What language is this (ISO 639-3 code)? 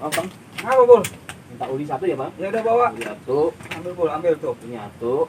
bew